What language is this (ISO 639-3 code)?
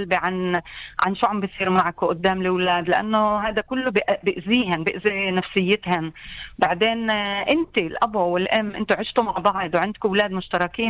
apc